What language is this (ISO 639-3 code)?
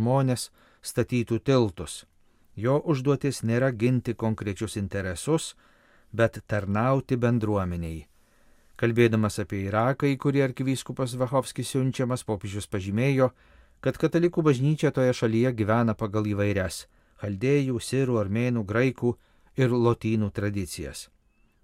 lit